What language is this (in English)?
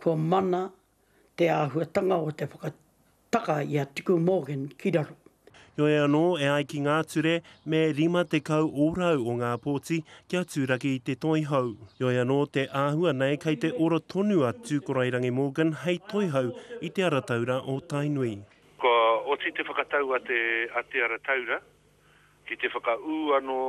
Māori